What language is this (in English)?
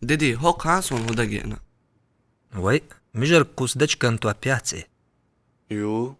Chechen